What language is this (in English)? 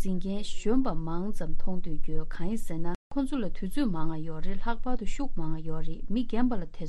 Tibetan